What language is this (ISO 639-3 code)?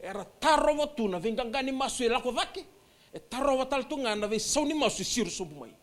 fij